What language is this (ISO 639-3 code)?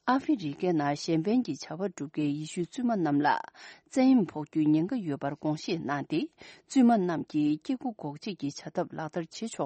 bod